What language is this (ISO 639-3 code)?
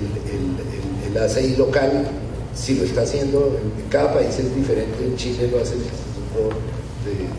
spa